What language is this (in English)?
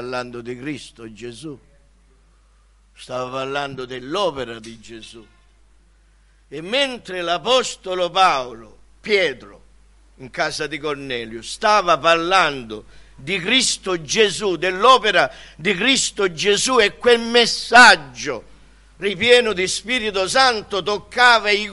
Italian